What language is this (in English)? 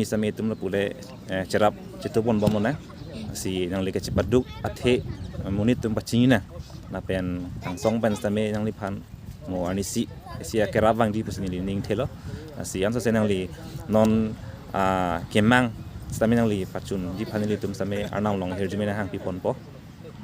Karbi